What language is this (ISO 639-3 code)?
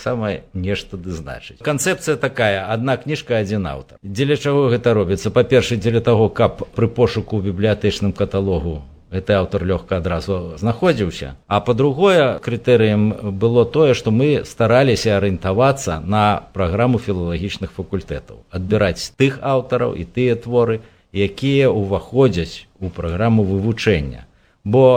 bel